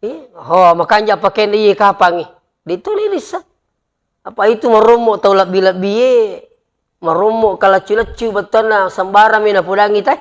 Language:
Buginese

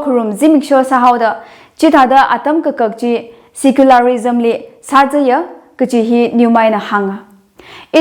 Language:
Tangkhul Naga (India)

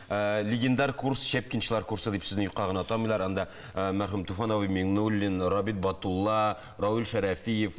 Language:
Tatar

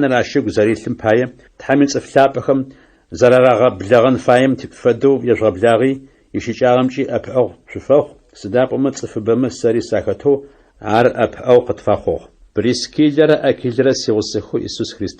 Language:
Adyghe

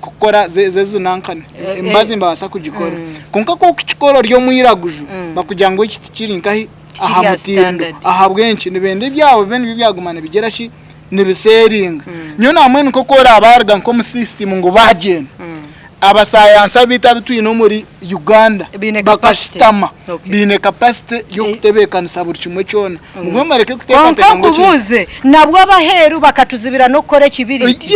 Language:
Nyankole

